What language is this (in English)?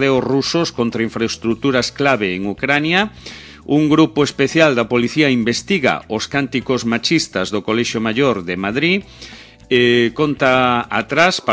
Galician